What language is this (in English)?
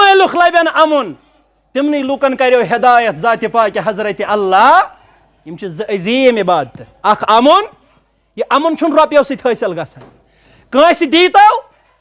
Kashmiri